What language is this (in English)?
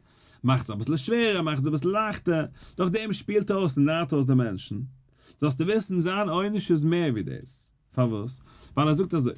Yiddish